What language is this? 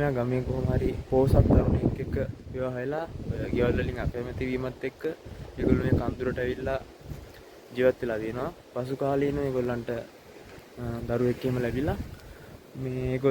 Sinhala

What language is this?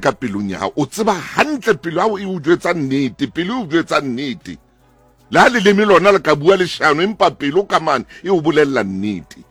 Southern Sotho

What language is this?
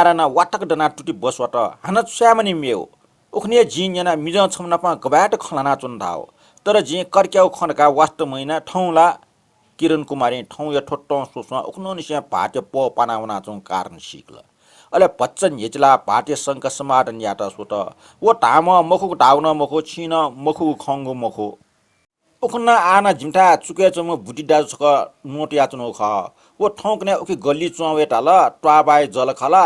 Newari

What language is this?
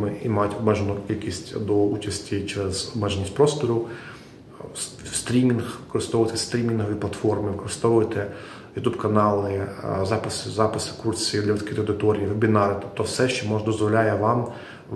Ukrainian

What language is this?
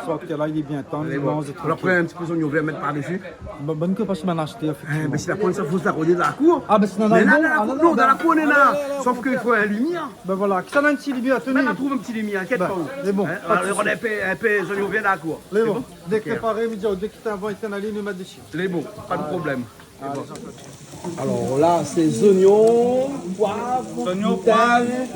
Réunion Creole French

